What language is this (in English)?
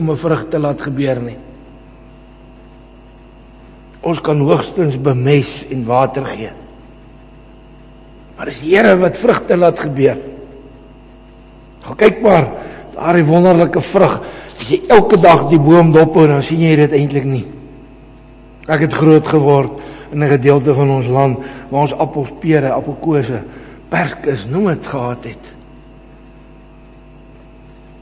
Afrikaans